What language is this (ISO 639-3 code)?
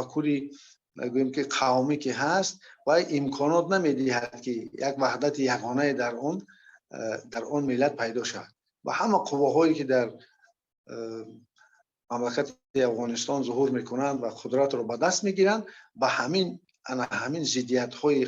fas